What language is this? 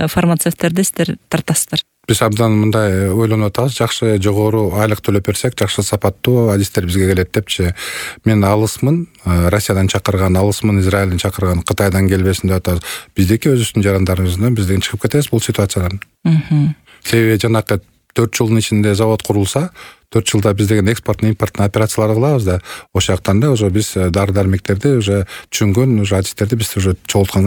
Kyrgyz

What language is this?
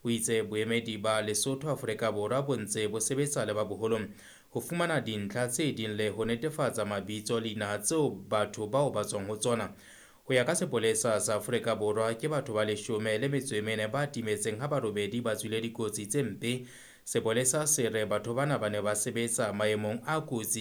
Southern Sotho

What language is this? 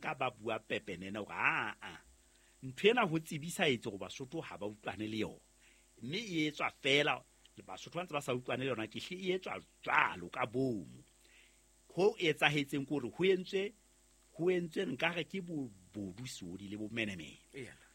Southern Sotho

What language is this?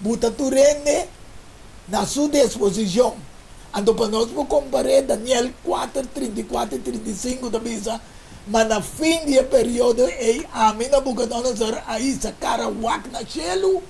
Papiamento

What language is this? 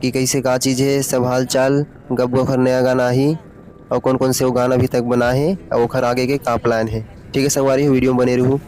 Chhattisgarhi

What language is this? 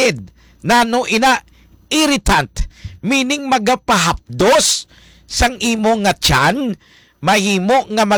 Hiligaynon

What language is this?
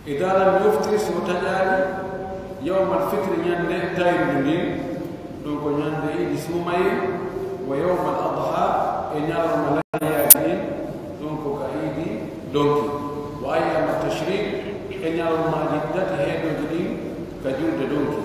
Pular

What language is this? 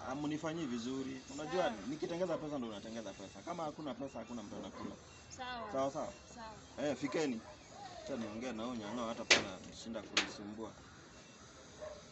Swahili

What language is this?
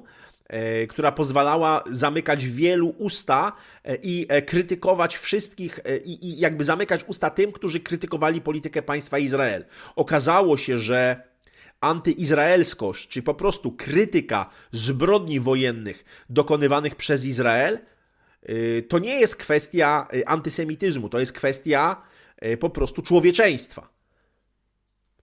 Polish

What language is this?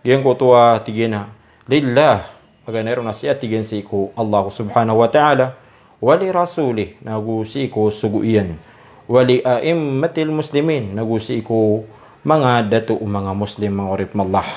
Maranao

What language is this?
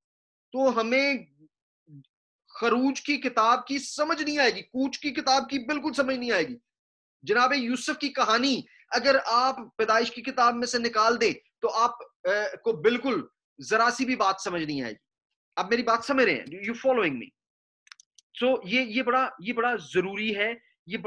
Urdu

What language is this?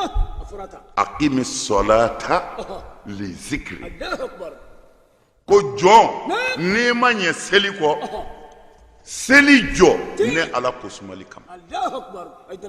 Bambara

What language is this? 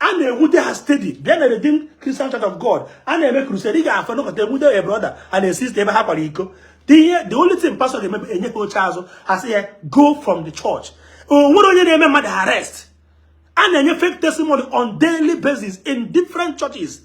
Igbo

